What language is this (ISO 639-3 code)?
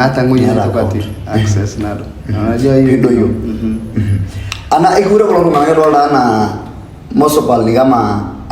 mas